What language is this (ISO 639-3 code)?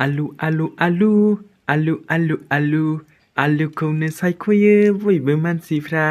brx